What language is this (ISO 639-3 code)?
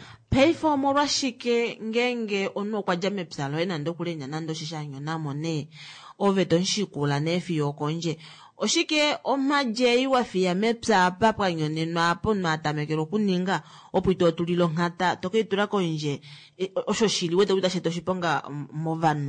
kua